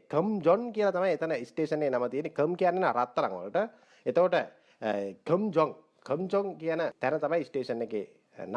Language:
Sinhala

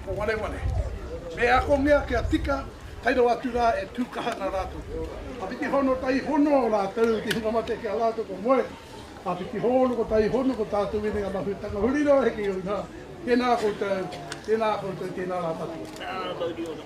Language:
Māori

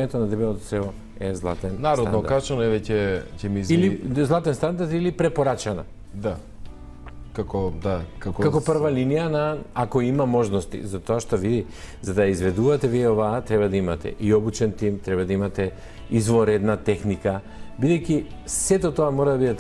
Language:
Macedonian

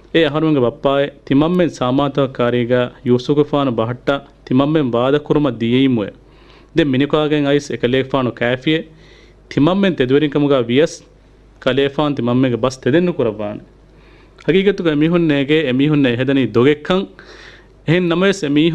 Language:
Divehi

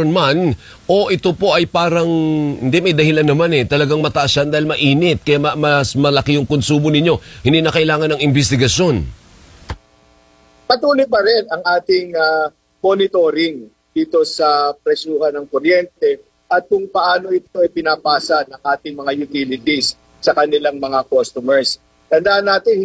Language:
Filipino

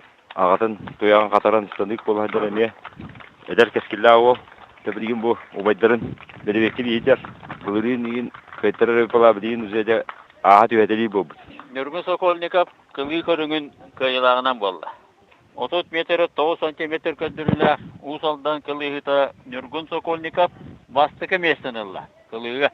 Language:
Yakut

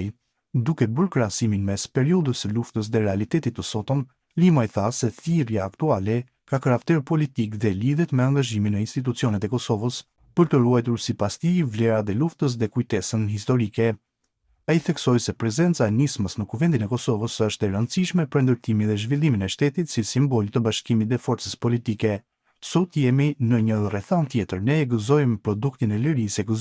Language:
Albanian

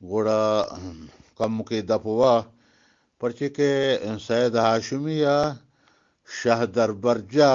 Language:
Eastern Balochi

